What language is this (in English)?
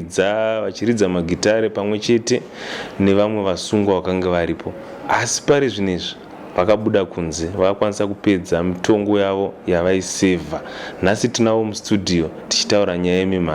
Shona